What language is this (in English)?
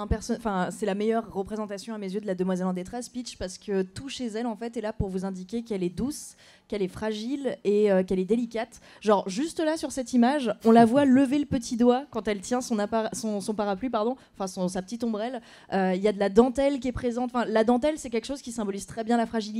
French